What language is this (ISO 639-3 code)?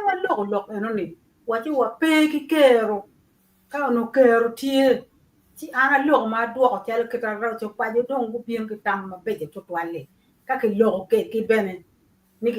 ach